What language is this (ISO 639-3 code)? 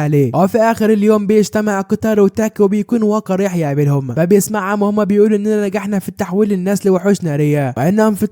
arz